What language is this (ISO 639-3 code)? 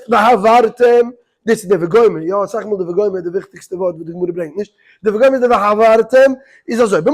yid